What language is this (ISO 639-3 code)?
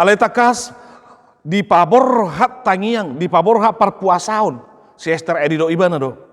bbc